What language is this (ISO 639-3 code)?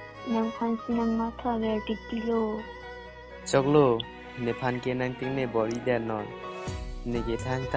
mjw